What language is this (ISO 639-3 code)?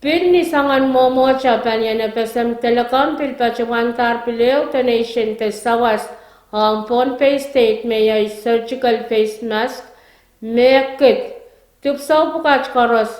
pon